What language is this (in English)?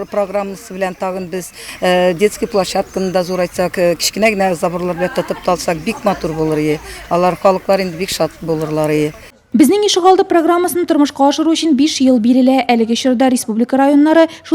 Tatar